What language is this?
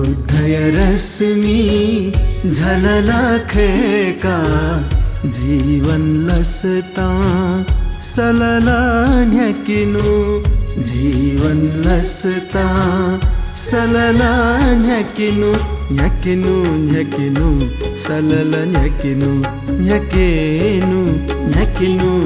Newari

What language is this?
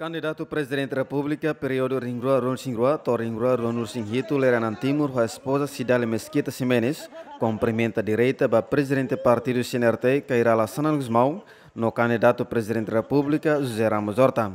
Tetum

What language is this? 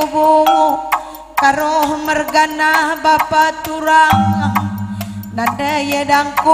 Batak Karo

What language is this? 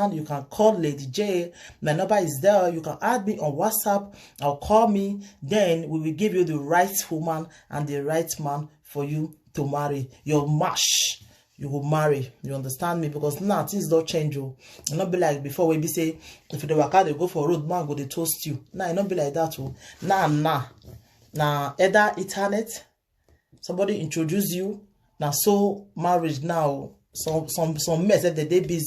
Nigerian Pidgin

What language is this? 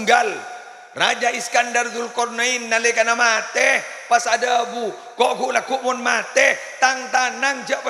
Madurese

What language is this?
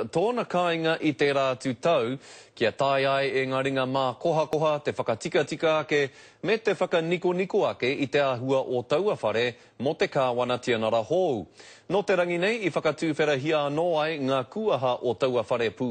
Māori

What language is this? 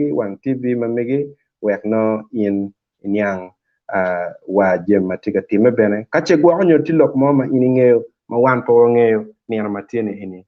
Acoli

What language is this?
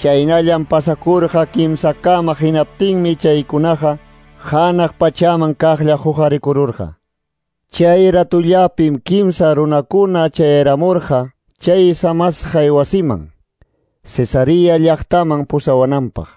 Quechua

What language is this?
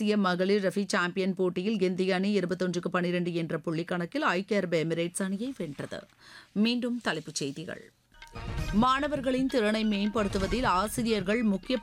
Tamil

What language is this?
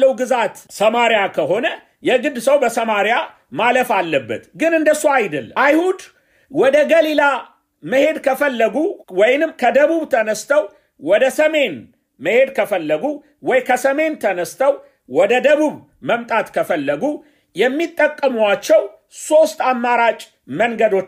Amharic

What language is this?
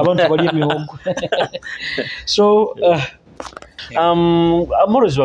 Nyoro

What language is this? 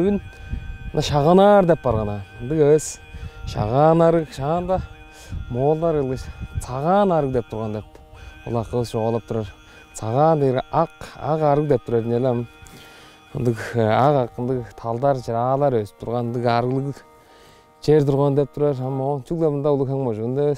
Tuvinian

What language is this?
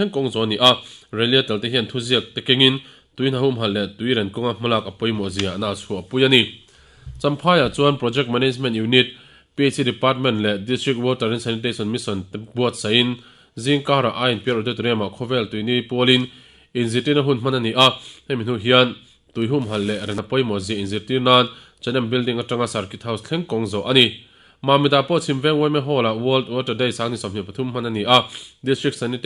Mizo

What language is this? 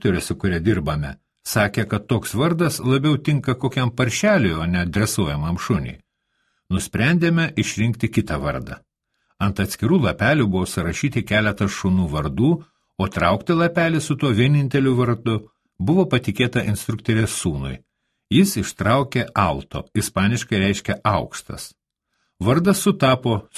Lithuanian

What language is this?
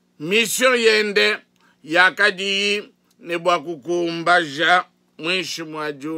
Luba-Lulua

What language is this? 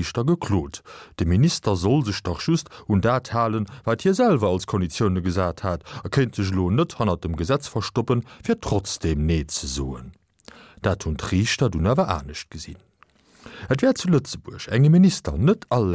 Luxembourgish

